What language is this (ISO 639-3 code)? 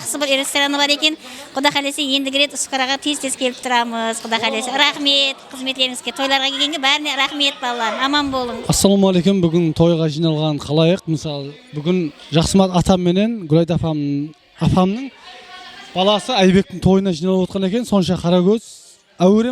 kaa